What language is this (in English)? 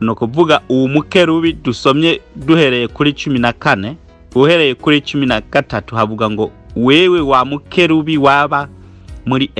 Rundi